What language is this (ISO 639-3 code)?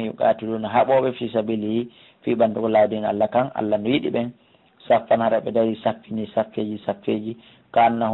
fuf